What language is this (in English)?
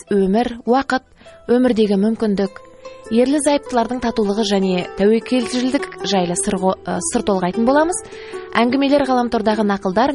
Kazakh